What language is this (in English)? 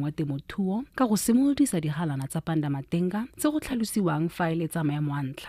Tswana